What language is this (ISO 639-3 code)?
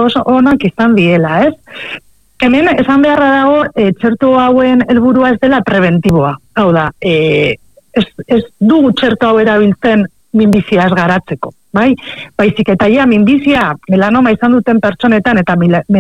eus